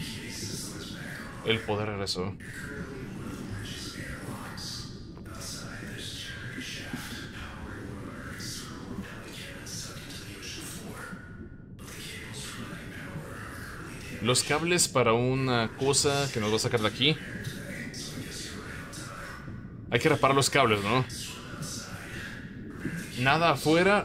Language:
Spanish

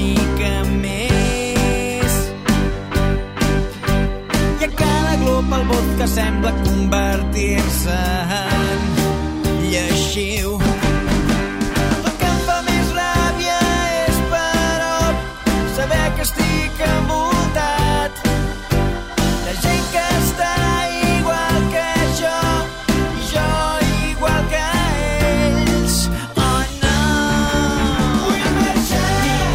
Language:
Catalan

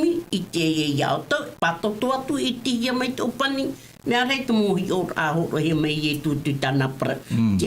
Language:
Tahitian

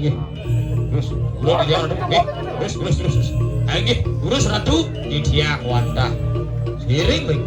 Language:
Balinese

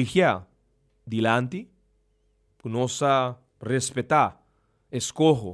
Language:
Papiamento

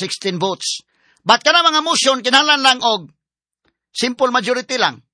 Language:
Cebuano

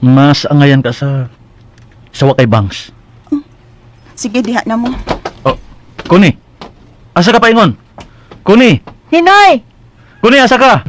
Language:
Cebuano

